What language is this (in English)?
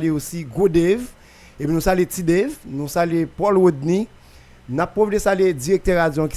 Haitian Creole